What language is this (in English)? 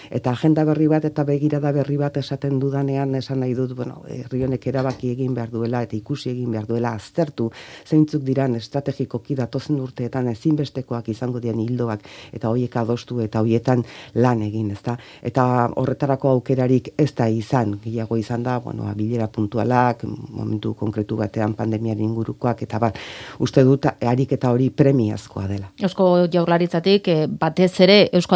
Basque